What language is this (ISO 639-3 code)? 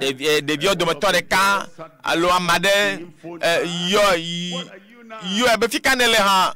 ewe